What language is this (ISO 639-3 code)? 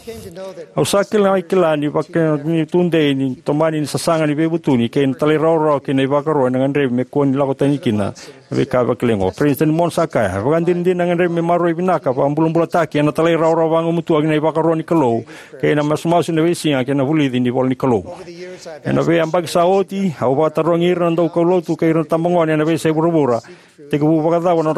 fij